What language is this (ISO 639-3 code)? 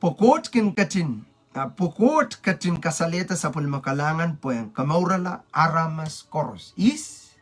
pon